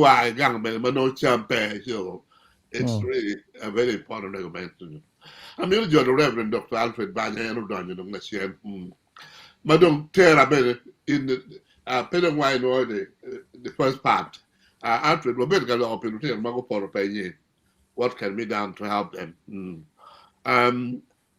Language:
Acoli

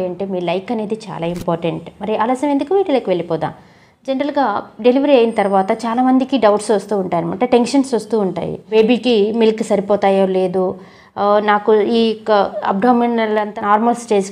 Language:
Telugu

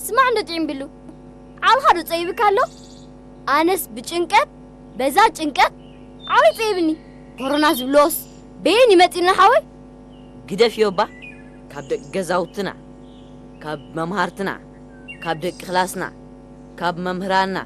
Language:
Tigrinya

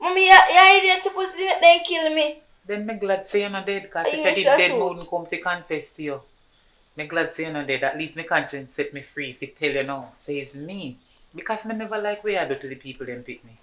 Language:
Jamaican Creole English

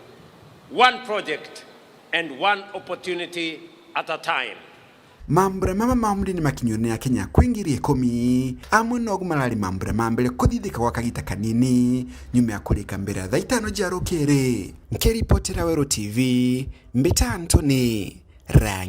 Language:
Meru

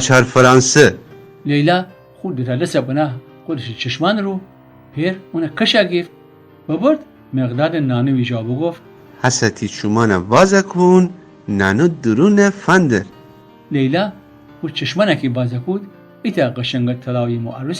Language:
Gilaki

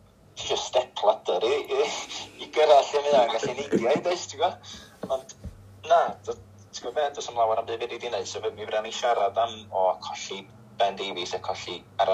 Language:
Welsh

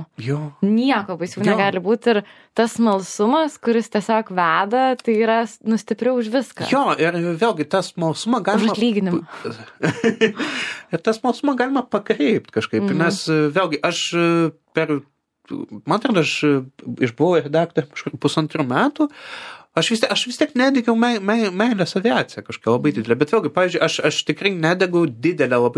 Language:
Lithuanian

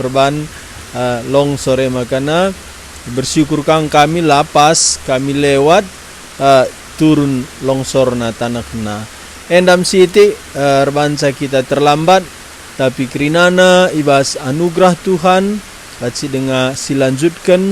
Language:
Batak Karo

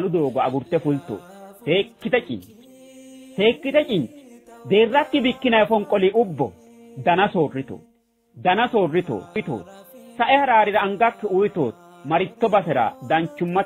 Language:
Sidamo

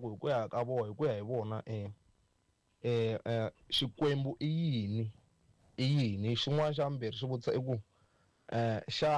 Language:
Tsonga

